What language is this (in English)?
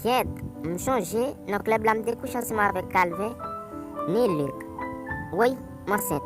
Haitian Creole